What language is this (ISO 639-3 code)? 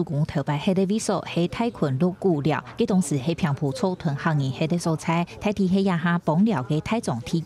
hak